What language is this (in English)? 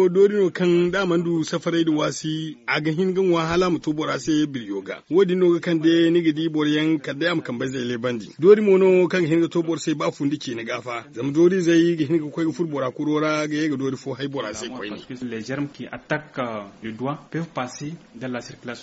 Zarma